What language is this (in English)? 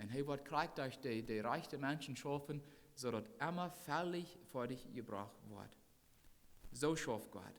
Plautdietsch